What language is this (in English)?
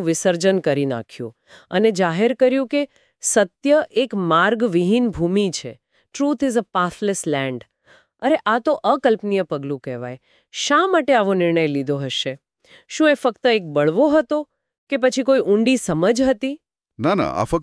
Gujarati